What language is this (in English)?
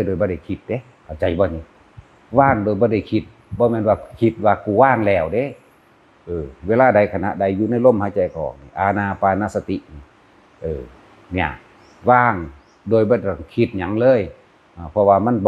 Northeastern Thai